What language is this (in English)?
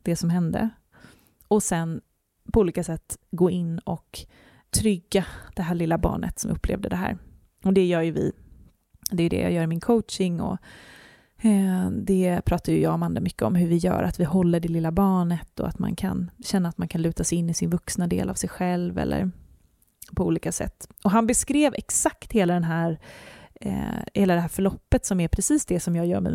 Swedish